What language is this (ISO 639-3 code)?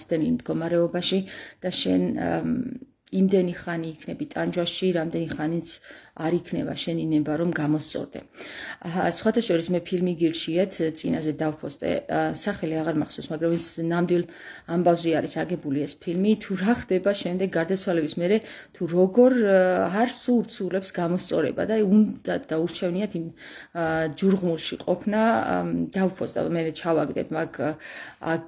kat